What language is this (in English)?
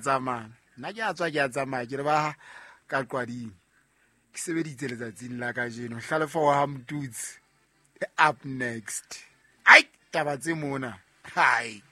Southern Sotho